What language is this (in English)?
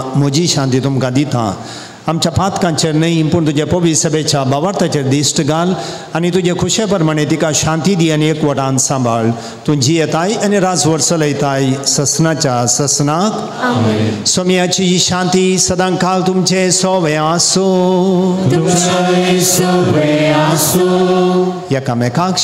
Konkani